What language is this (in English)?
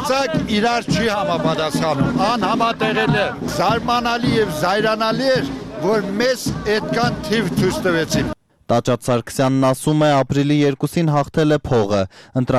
Armenian